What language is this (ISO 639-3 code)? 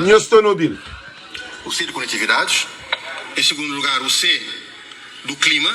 kea